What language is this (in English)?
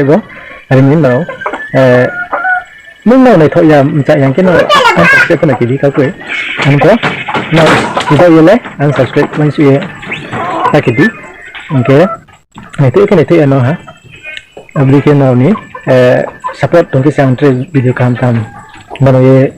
Riang (India)